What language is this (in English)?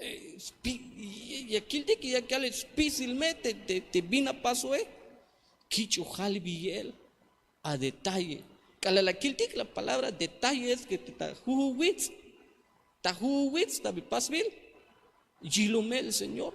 Tzeltal